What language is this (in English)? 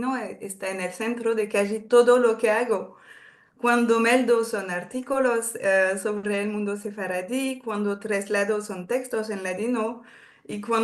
Ladino